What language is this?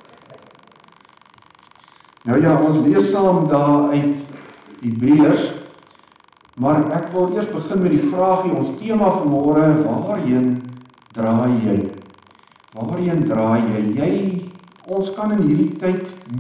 Afrikaans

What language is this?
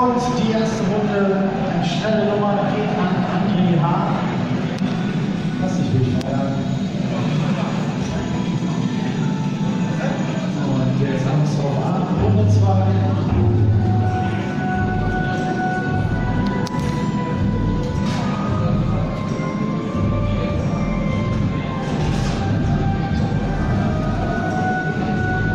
German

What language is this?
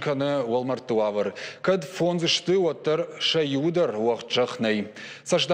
Ossetic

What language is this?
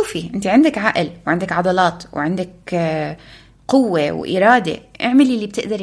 North Levantine Arabic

